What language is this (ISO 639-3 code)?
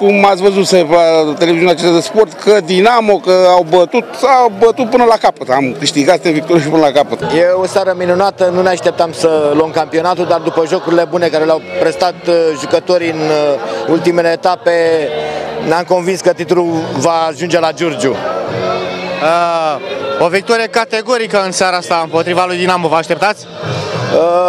ron